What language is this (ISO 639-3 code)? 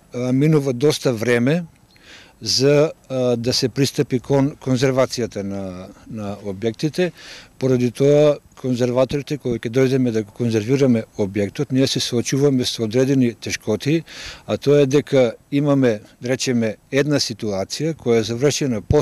mkd